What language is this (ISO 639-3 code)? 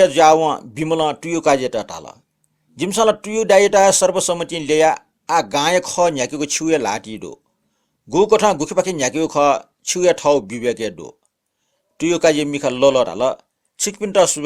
new